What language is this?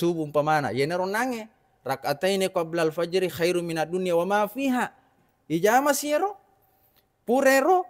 Buginese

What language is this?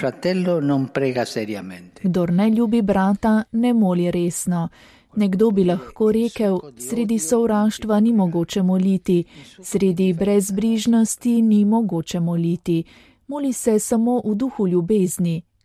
Slovenian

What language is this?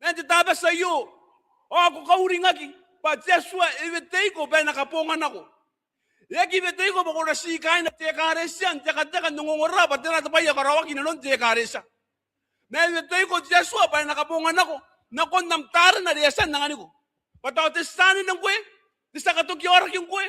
Gilbertese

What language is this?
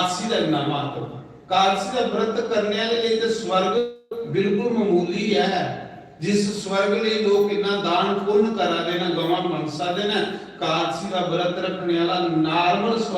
Dogri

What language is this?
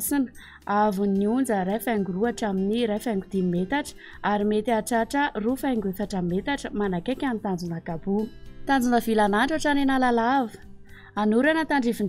Malagasy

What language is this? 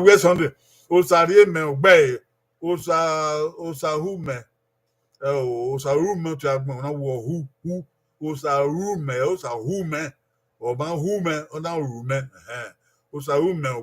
Bini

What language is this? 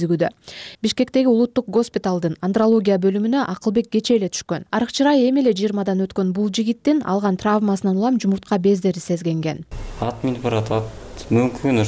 Kyrgyz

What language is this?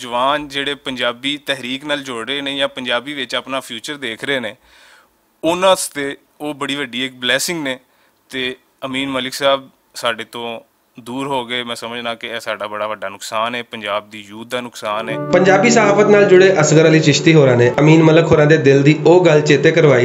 Western Panjabi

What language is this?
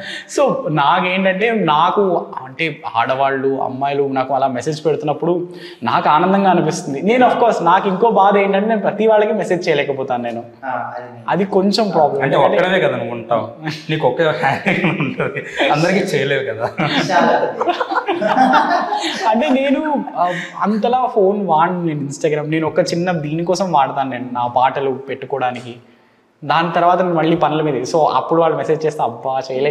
Telugu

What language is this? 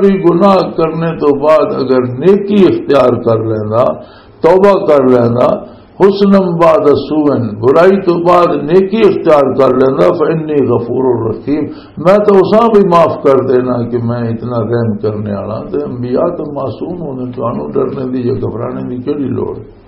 Western Panjabi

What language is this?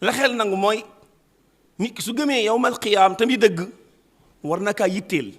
Wolof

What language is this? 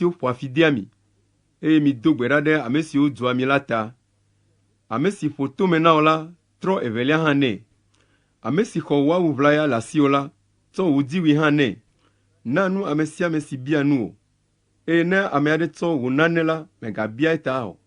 Ewe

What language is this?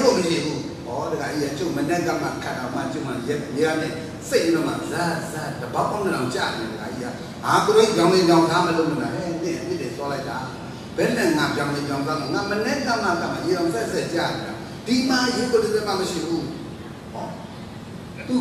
Burmese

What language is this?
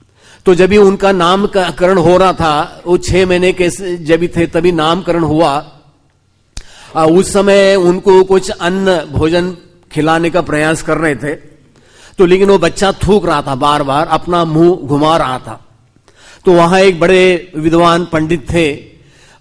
Hindi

